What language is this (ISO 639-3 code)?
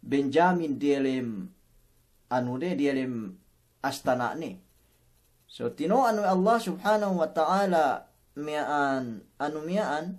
yka